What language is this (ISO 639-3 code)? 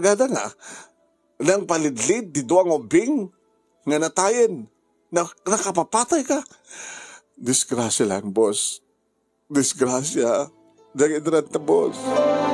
ilo